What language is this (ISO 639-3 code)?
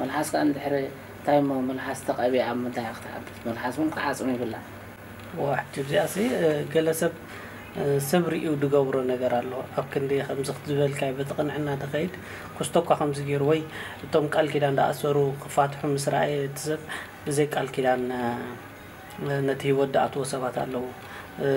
tir